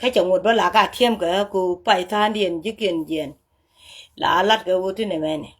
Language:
Nuer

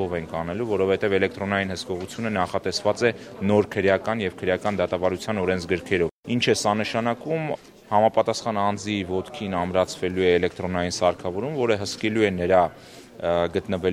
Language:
Armenian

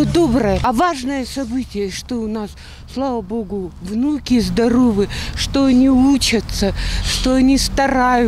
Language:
Russian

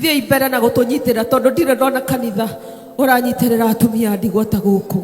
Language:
Kikuyu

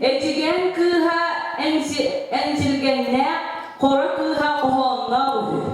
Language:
Yakut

